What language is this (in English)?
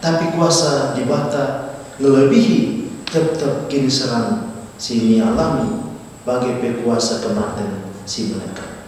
Batak Karo